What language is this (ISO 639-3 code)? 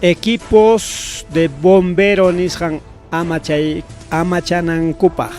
quy